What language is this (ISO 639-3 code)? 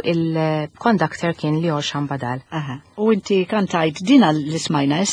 mlt